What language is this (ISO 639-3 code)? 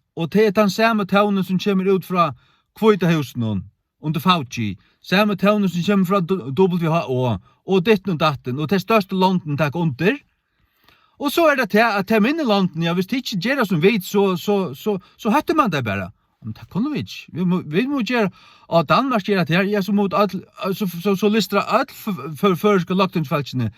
fao